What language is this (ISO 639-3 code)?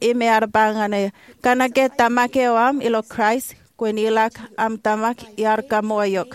mah